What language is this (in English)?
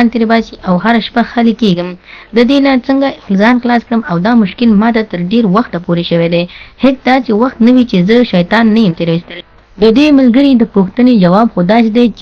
Pashto